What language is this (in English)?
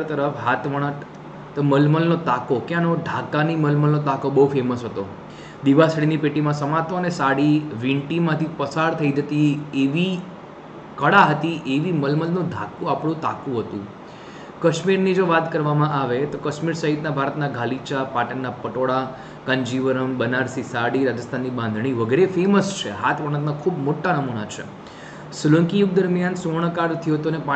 Gujarati